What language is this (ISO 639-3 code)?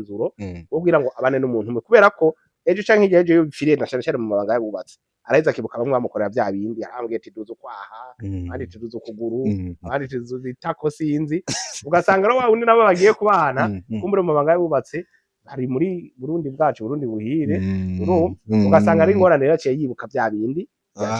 run